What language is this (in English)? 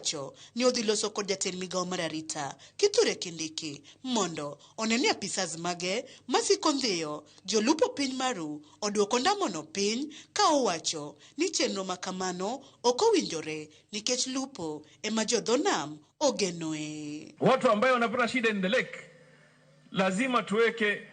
Luo (Kenya and Tanzania)